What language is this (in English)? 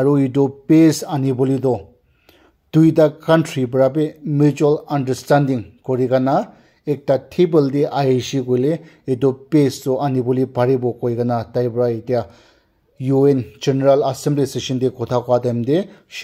Naga Pidgin